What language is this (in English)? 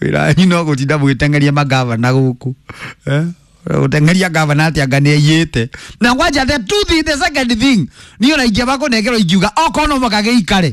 Kikuyu